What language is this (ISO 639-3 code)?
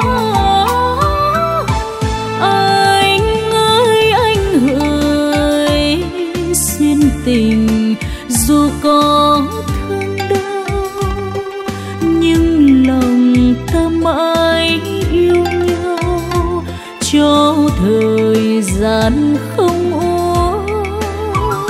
vie